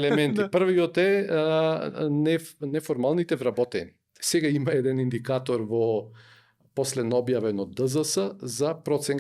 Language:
Macedonian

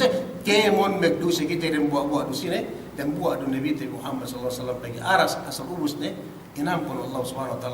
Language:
Yakan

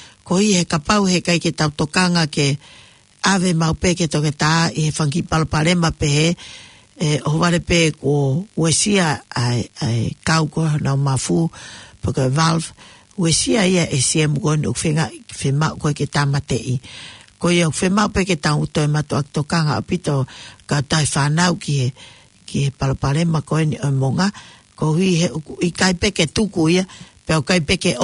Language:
Tongan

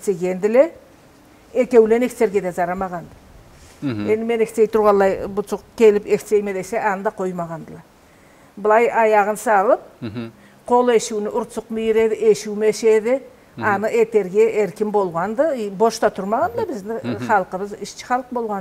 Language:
Karachay-Balkar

